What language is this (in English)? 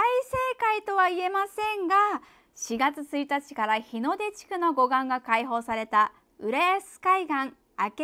Japanese